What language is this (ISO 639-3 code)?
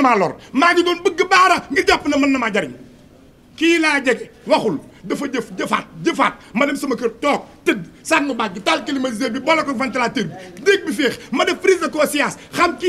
wol